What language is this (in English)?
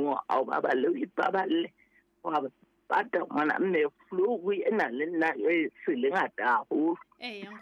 Southern Sotho